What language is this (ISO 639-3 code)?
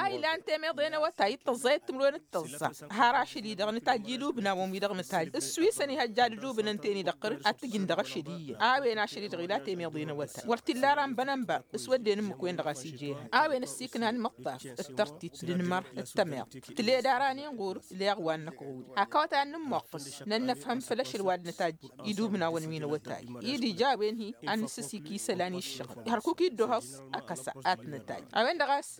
taq